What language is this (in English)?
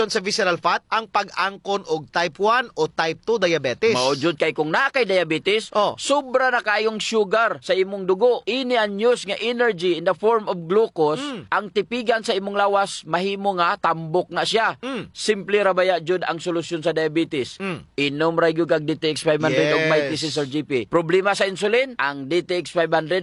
Cebuano